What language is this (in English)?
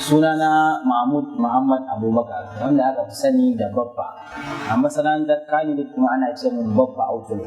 Hausa